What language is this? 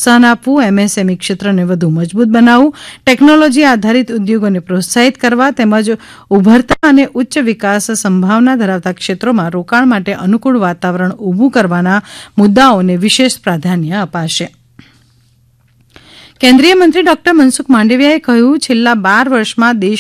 Gujarati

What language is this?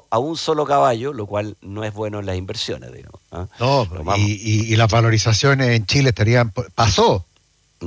Spanish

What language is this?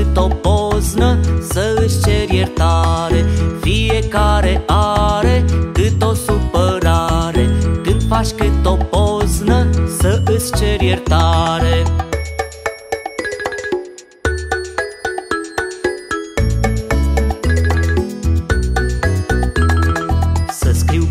Romanian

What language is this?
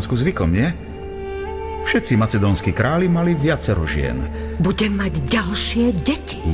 Slovak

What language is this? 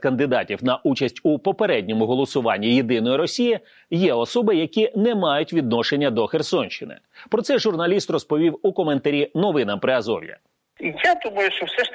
Ukrainian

